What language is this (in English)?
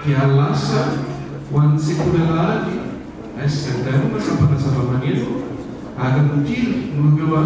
Malagasy